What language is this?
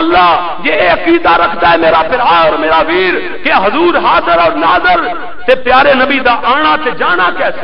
Western Panjabi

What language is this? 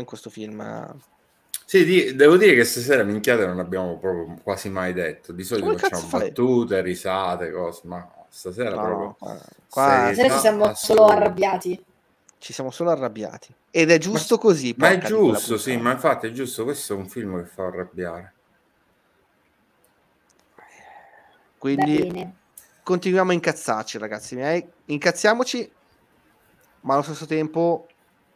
Italian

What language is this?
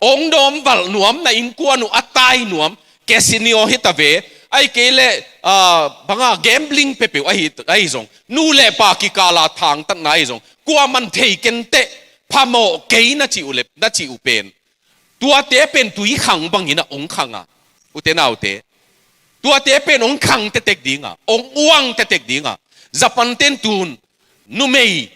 Tedim Chin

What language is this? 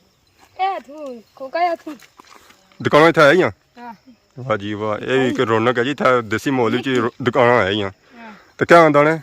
Pahari-Potwari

